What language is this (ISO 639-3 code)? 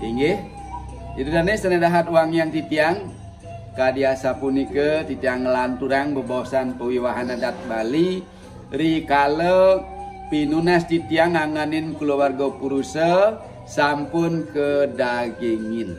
ban